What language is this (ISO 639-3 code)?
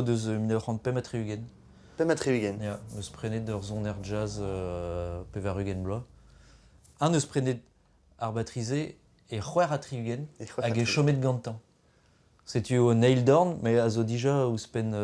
bre